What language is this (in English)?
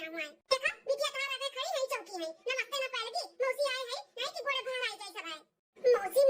Awadhi